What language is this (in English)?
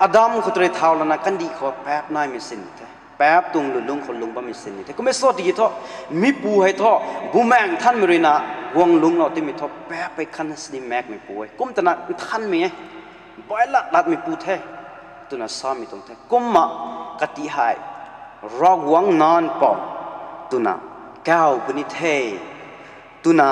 Rongmei Naga